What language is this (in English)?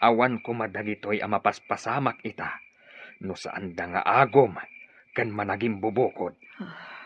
Iloko